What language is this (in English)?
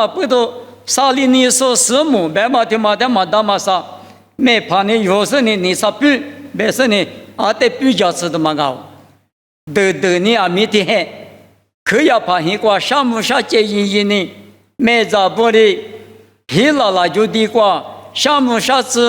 Lisu